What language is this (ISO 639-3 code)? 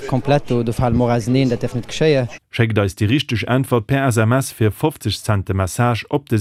ltz